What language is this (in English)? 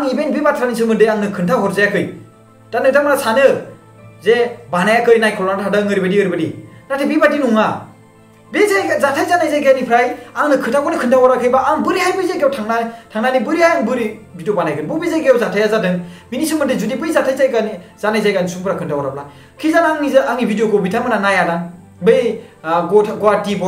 Bodo